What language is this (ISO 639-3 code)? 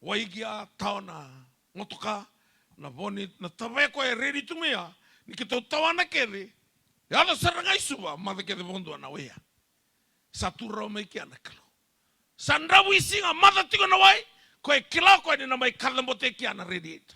fij